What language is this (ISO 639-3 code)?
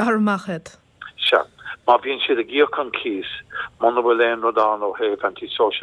gle